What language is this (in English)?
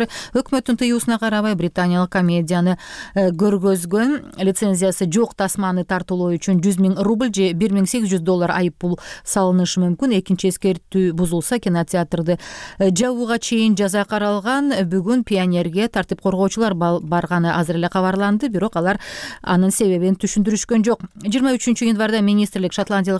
Kyrgyz